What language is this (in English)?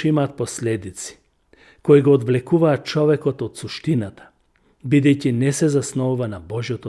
Macedonian